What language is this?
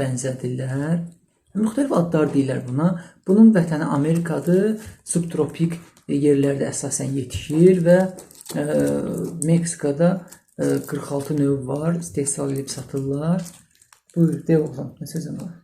Azerbaijani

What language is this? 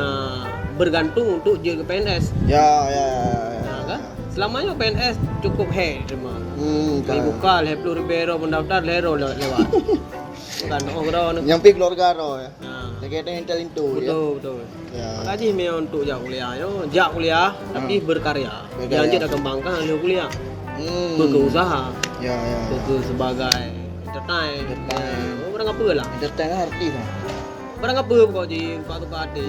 Achinese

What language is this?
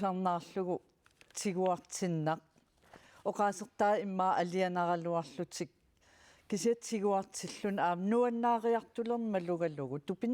Kalaallisut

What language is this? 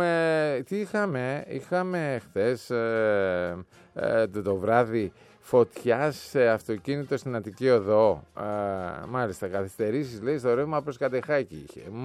Greek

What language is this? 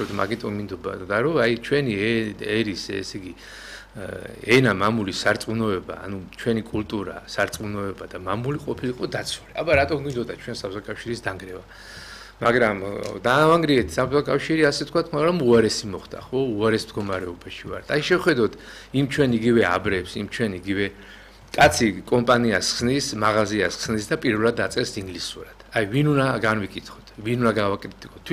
Georgian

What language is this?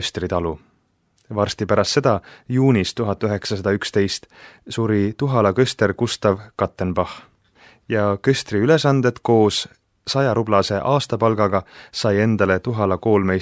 Estonian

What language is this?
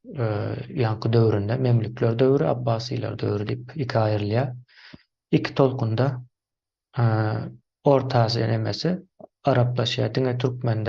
Turkmen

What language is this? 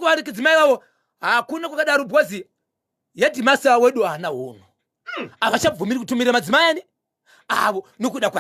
Shona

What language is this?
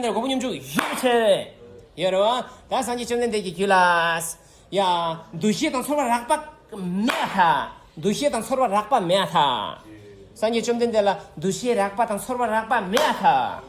Tibetan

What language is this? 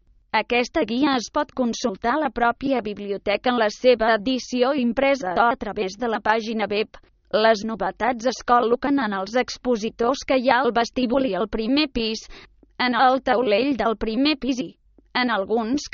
Catalan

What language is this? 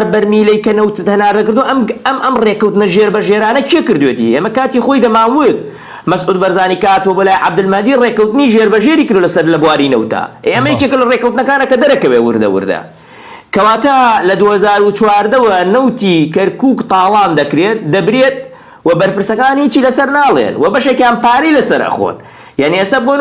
Central Kurdish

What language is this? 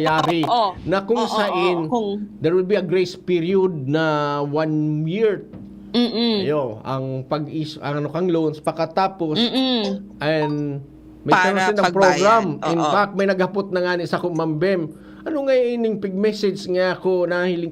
Bikol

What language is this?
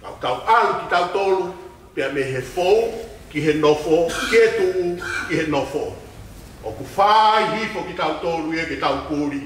Tongan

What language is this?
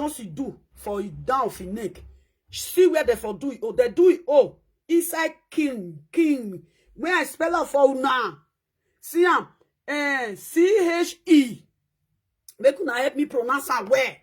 Nigerian Pidgin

